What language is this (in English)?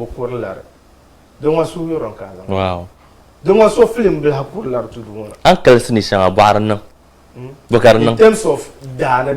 Dagbani